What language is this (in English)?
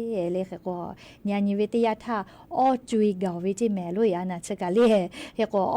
Lahu